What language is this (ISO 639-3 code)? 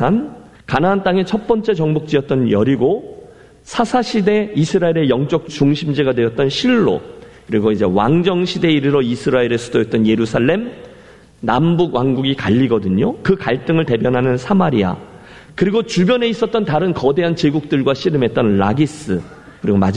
kor